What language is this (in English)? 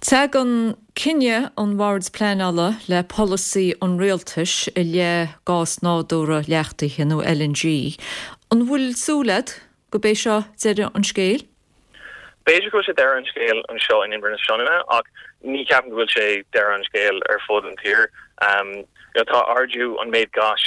Irish